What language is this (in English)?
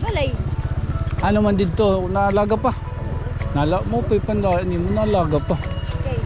Waray